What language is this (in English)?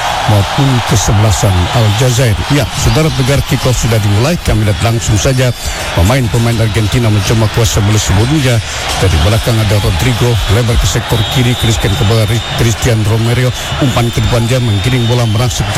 Indonesian